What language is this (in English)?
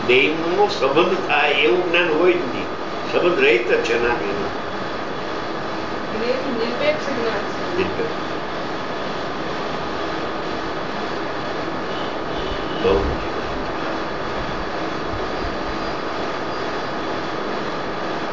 Gujarati